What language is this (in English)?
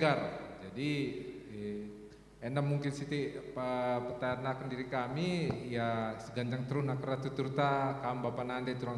Batak Karo